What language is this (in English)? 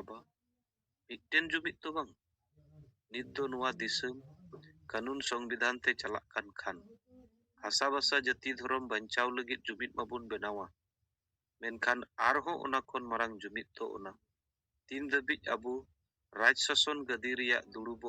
Santali